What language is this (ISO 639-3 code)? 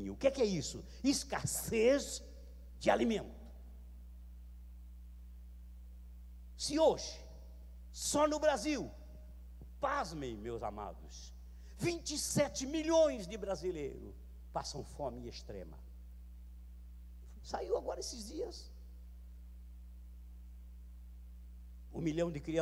por